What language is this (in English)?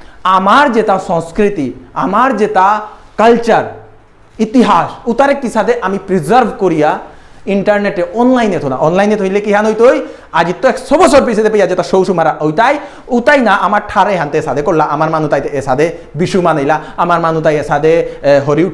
Bishnupriya